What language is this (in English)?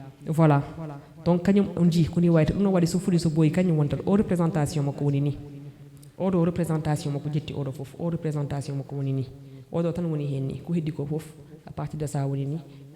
Fula